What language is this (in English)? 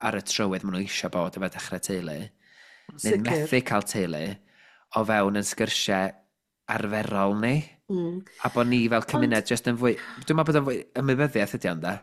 Welsh